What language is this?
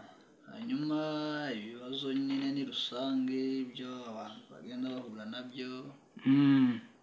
Kinyarwanda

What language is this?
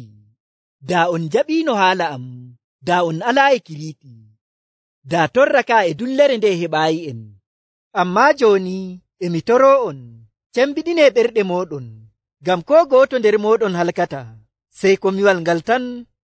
Nigerian Fulfulde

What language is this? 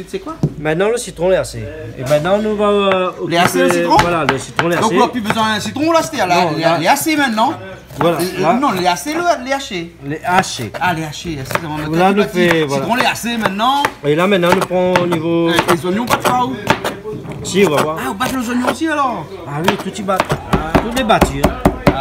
Réunion Creole French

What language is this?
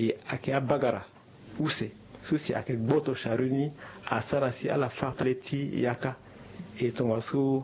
Sango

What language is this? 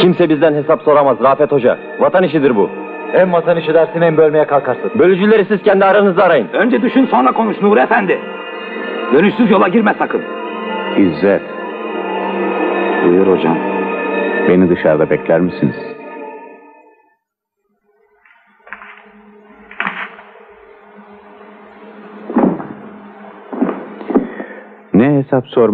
Turkish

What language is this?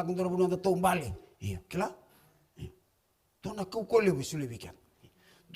Fijian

